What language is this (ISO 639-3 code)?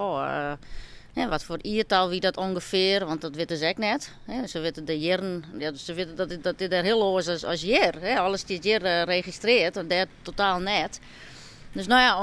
fry